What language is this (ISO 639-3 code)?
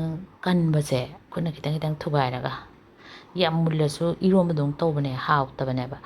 mni